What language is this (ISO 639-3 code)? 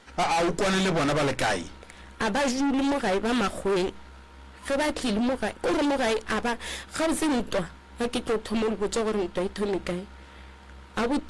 nso